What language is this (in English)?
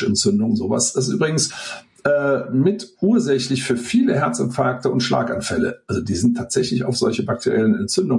German